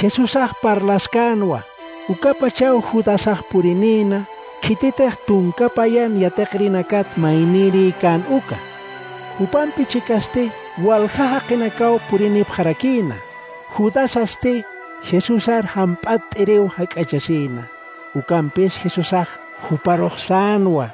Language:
Aymara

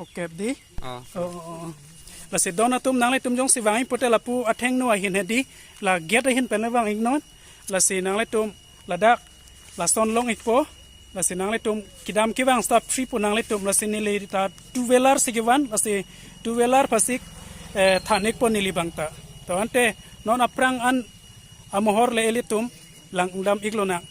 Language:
Karbi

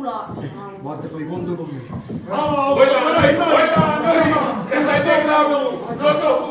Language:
Neapolitan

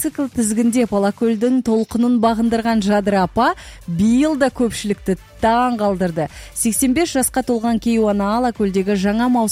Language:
Kazakh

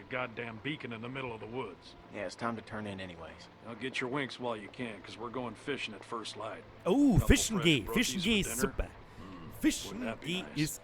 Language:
Bavarian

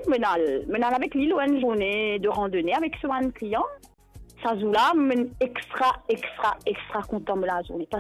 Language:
Morisyen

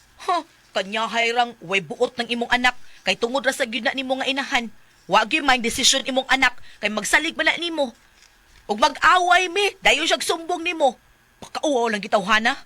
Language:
Cebuano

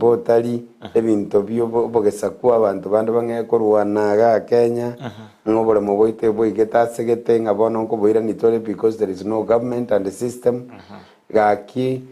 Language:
Gusii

